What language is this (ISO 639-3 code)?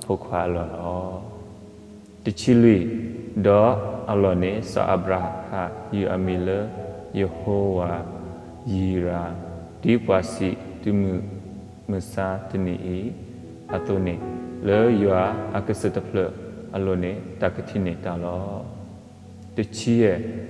ksw